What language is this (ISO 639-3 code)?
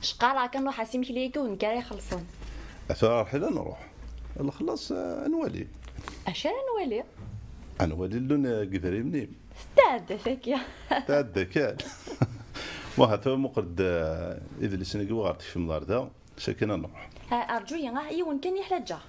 kab